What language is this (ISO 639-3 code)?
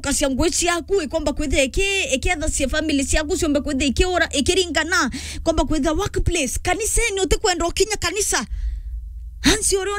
mer